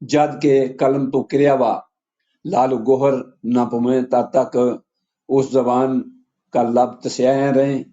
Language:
Gujari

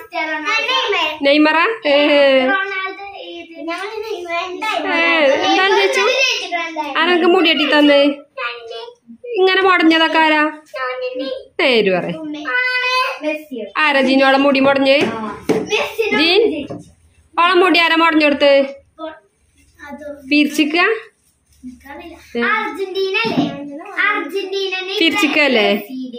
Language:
Malayalam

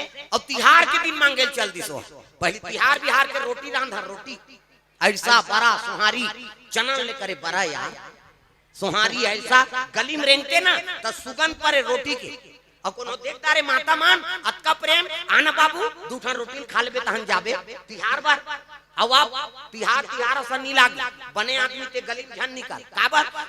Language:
Chhattisgarhi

